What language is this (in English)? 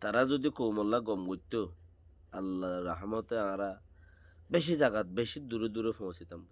Rohingya